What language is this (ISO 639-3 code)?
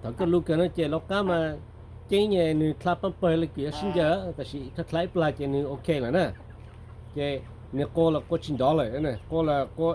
hmn